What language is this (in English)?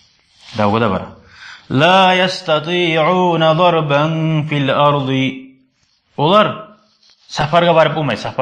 Kumyk